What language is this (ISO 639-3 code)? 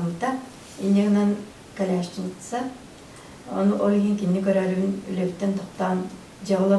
sah